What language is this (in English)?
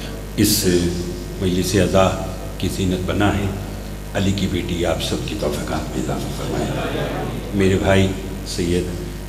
Urdu